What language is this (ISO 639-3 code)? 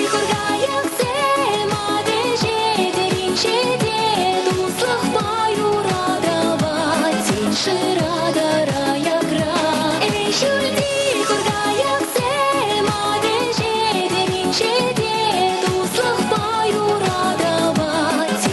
chv